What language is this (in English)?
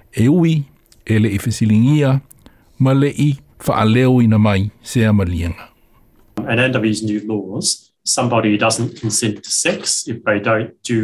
Samoan